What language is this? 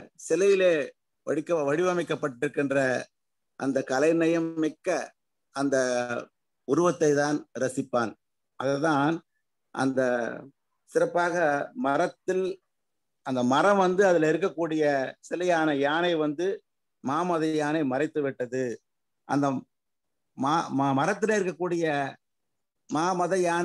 Tamil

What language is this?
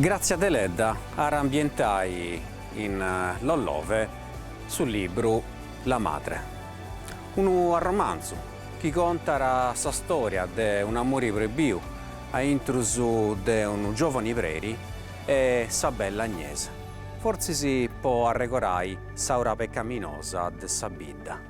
Sardinian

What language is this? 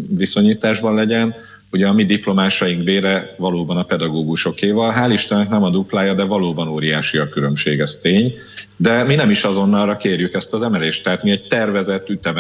Hungarian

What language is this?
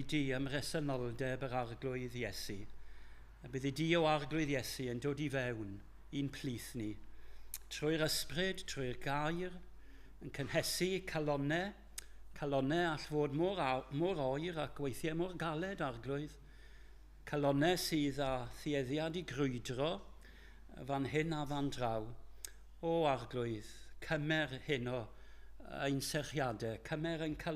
Welsh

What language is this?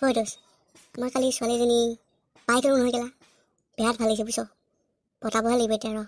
Assamese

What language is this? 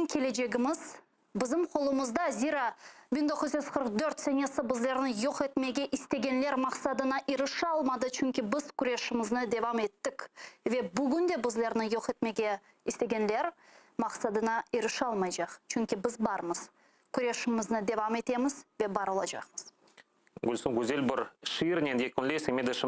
Crimean Tatar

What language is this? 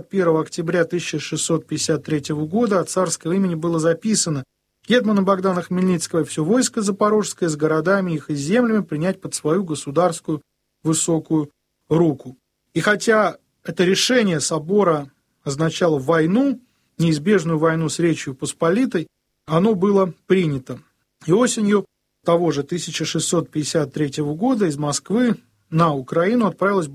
Russian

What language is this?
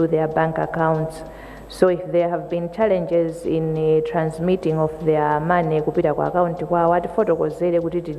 Nyanja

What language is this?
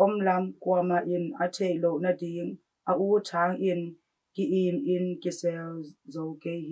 Tedim Chin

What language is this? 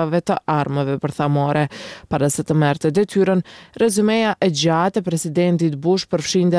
Albanian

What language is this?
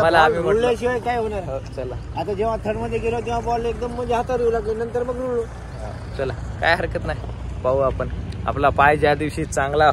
Marathi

